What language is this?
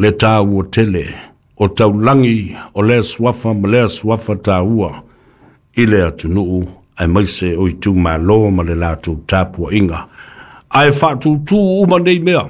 Samoan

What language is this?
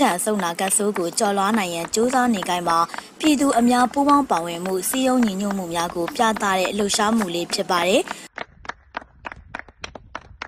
Burmese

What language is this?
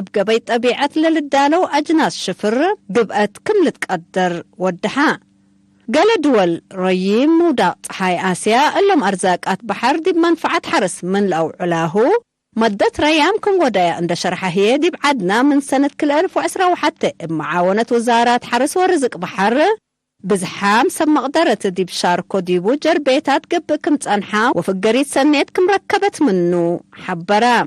Tigre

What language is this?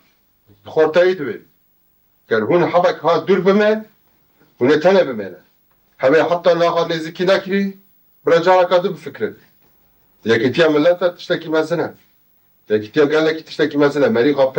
Kurdish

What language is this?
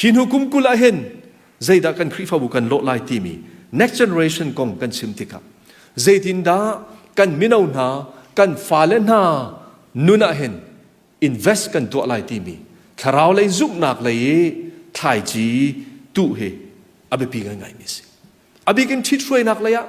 Hakha Chin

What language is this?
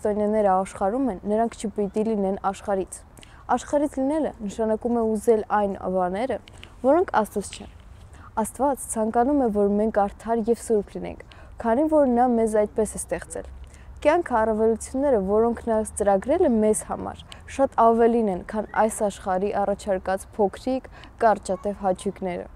Armenian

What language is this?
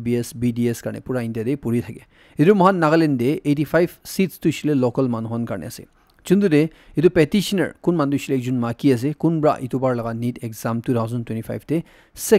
Naga Pidgin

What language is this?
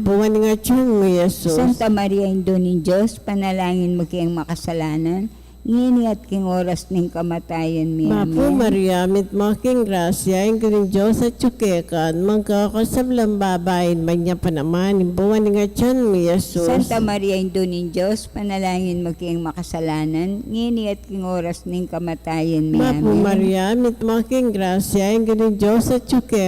Pampanga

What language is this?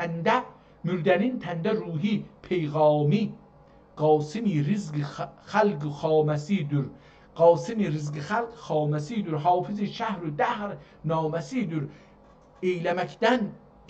South Azerbaijani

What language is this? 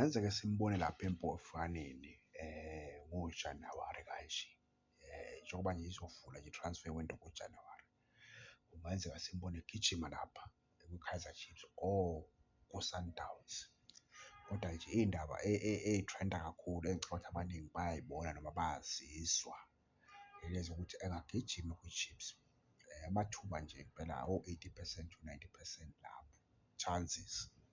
Zulu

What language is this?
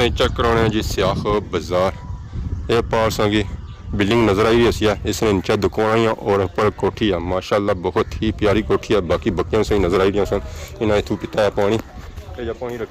Pahari-Potwari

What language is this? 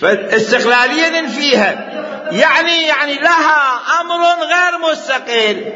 Mesopotamian Arabic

